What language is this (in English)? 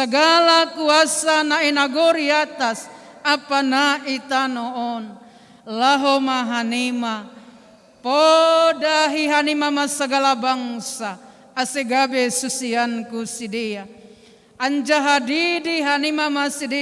Batak Simalungun